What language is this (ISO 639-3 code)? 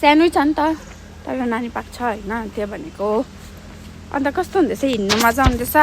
nep